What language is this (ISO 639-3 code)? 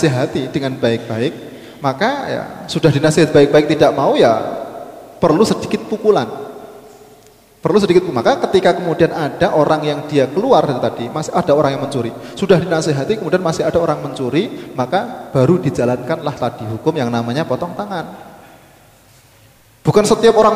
ind